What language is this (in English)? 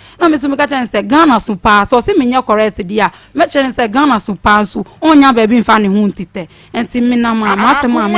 Akan